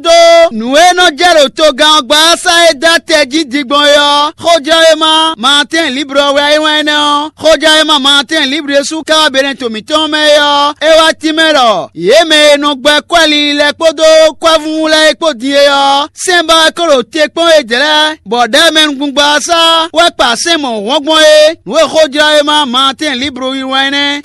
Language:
Fon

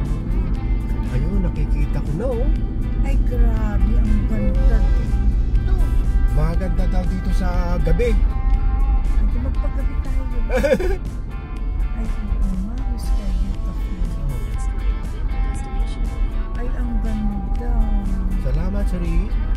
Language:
Filipino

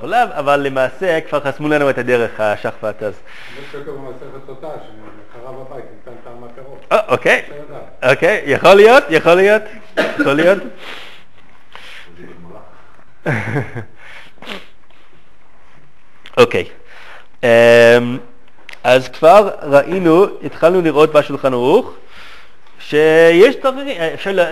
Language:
Hebrew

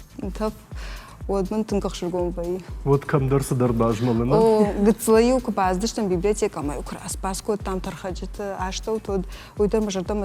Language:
Ossetic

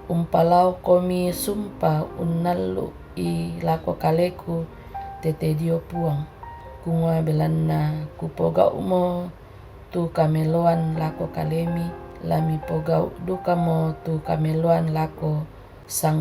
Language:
Toraja-Sa'dan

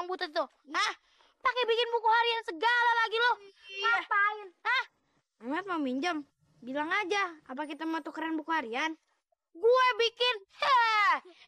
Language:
Betawi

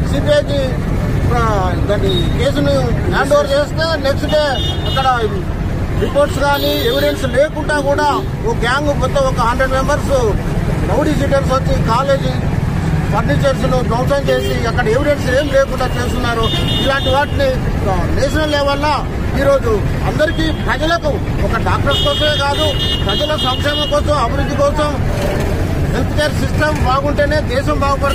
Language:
Telugu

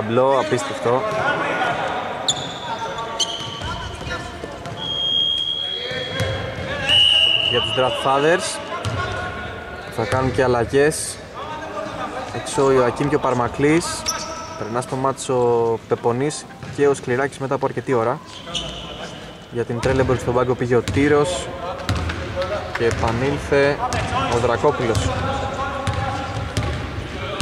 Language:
Greek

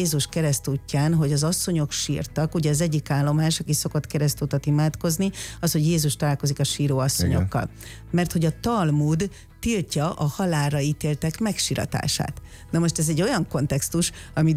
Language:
Hungarian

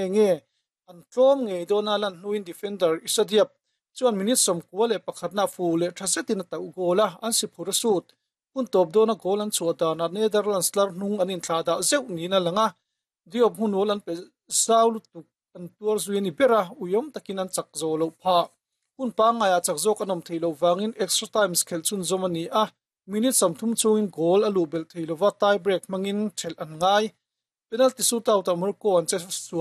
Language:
Mizo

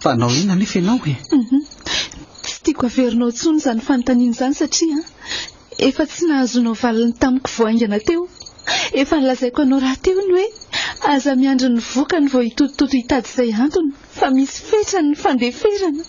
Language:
Malagasy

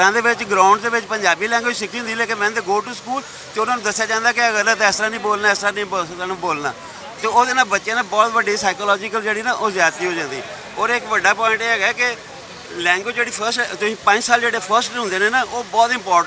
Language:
Western Panjabi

